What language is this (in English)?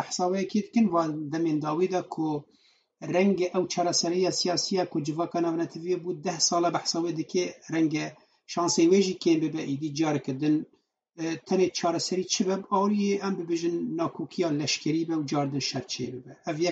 Kurdish